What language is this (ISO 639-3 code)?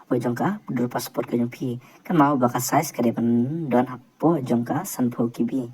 kha